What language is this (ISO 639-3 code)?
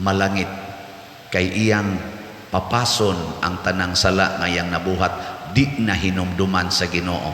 ceb